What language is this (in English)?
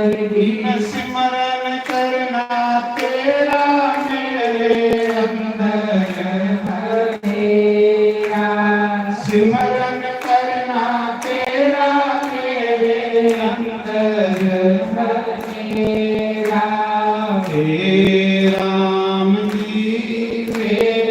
Dogri